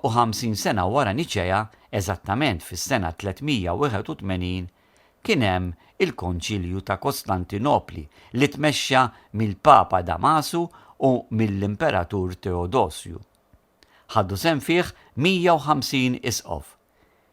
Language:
Maltese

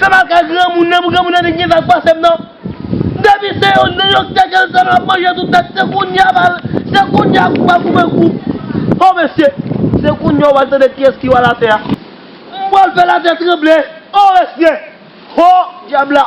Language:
Haitian Creole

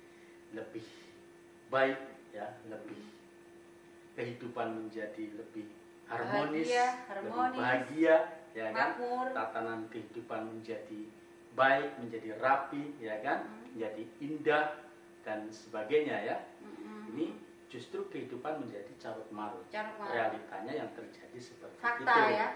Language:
Indonesian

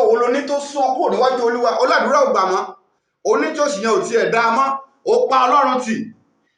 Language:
Yoruba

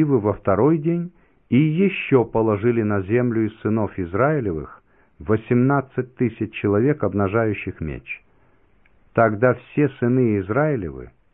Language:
Russian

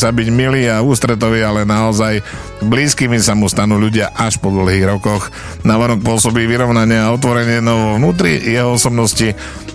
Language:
Slovak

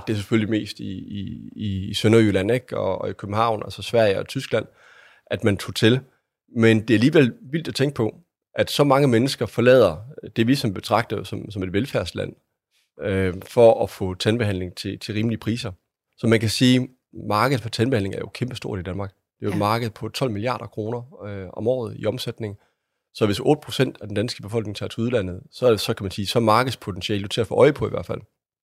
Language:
Danish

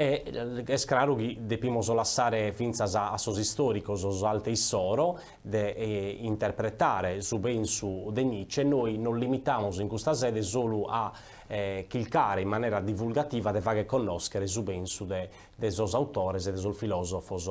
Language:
Sardinian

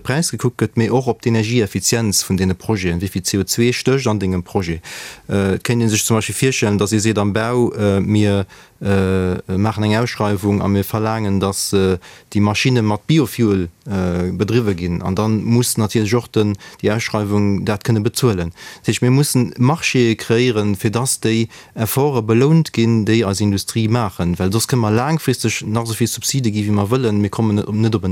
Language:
Luxembourgish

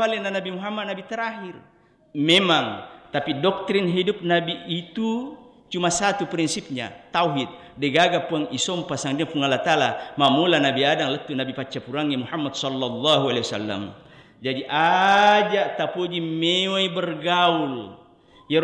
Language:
Buginese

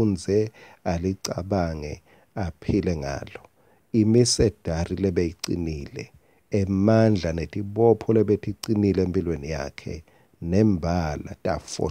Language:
Swati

